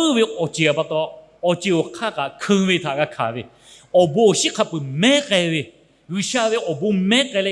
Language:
Lahu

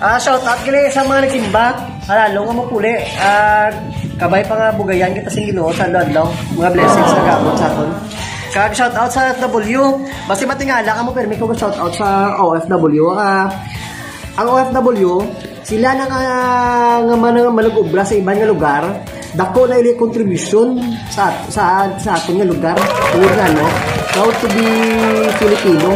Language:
Hiligaynon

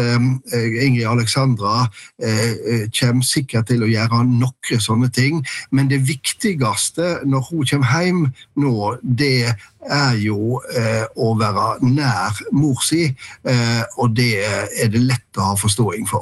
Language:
Norwegian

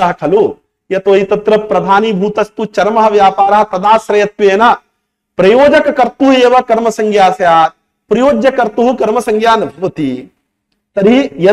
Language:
Sanskrit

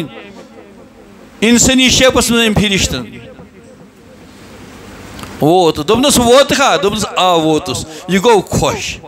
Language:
Kashmiri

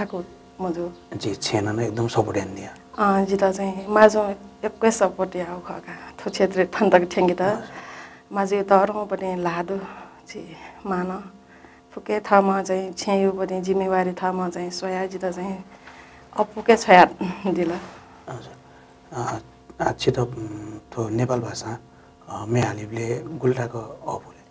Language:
Newari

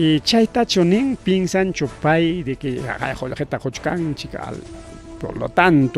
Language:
Ayacucho Quechua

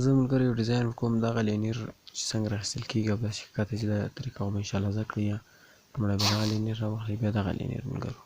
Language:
Pashto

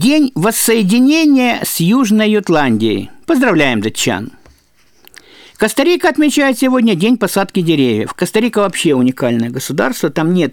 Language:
Russian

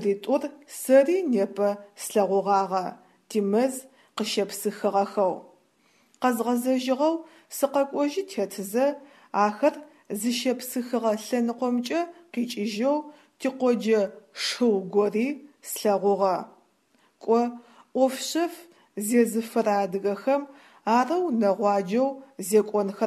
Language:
Adyghe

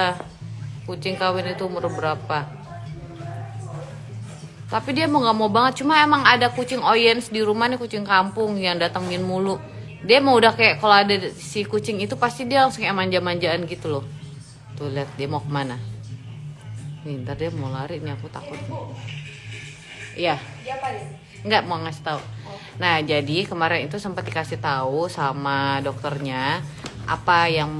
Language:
Indonesian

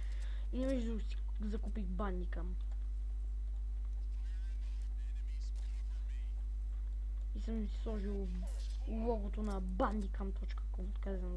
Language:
Bulgarian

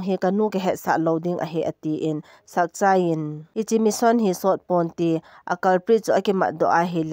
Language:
Thado Chin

